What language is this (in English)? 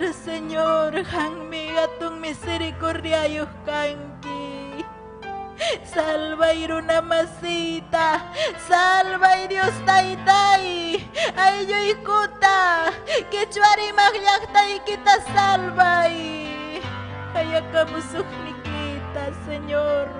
Ayacucho Quechua